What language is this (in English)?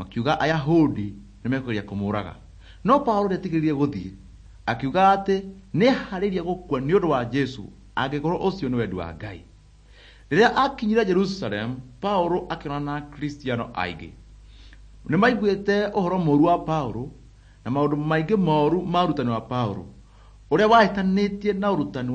Kikuyu